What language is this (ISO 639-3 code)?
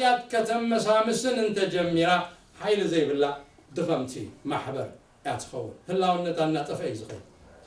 tir